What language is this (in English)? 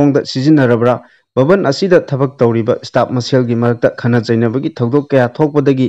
Manipuri